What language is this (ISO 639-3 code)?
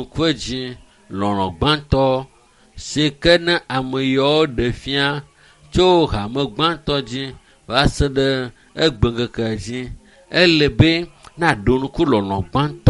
ewe